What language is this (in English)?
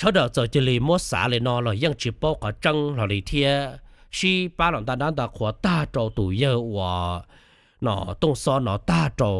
Hmong